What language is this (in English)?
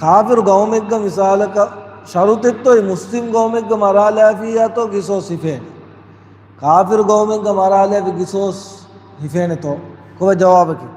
Divehi